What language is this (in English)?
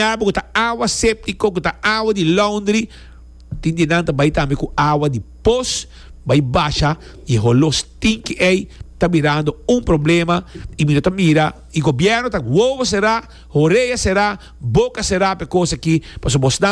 Papiamento